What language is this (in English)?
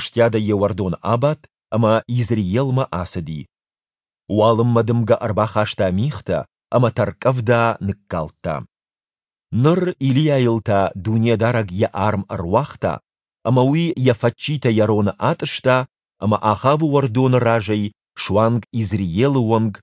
Ossetic